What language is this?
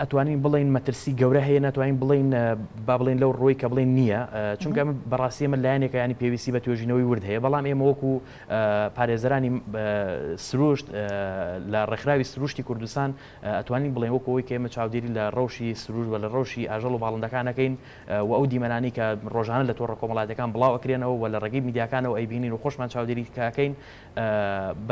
Central Kurdish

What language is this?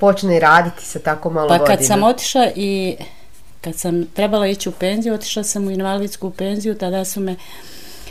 Bosnian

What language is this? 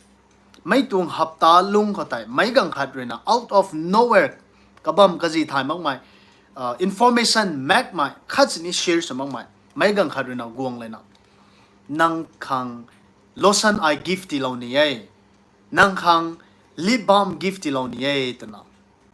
Rongmei Naga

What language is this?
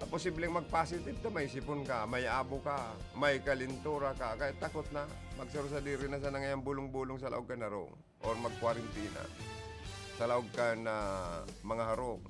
Bikol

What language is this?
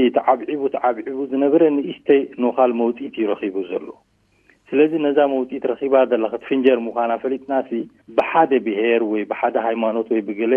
Tigrinya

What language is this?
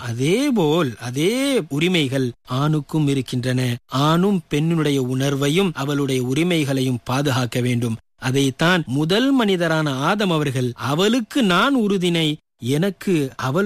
Tamil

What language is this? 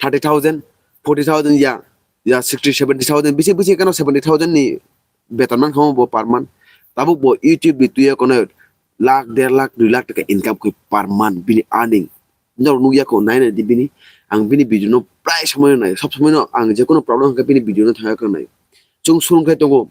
Kok Borok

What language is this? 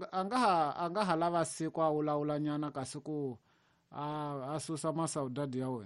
Tsonga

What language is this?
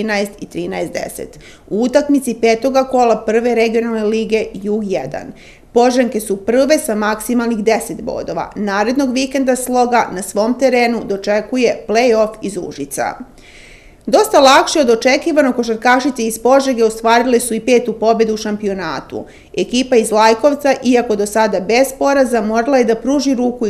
Serbian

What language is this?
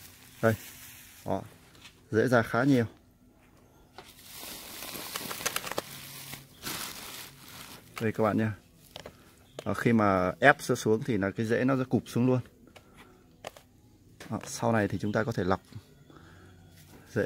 Vietnamese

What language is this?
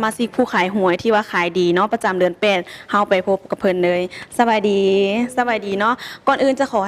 Lao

